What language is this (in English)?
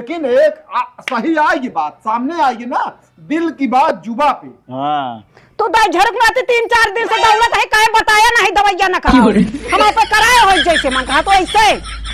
Awadhi